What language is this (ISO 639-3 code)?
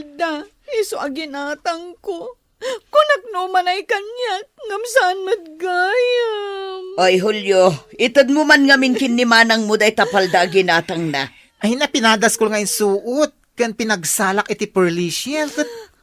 ilo